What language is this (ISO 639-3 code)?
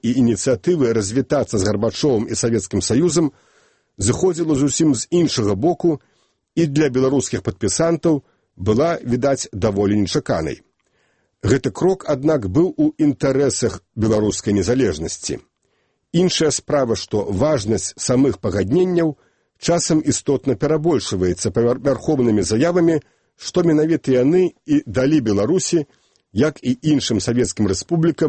bel